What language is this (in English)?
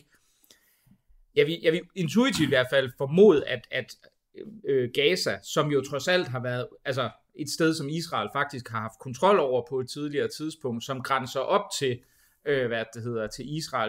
Danish